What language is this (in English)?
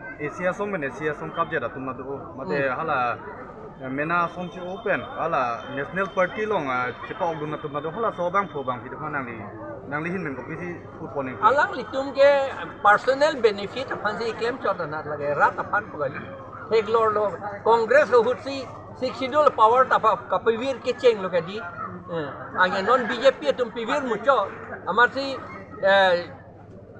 Karbi